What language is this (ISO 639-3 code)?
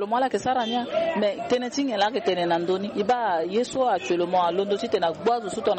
sag